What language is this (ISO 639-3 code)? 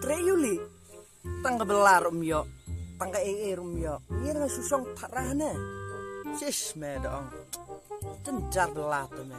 kha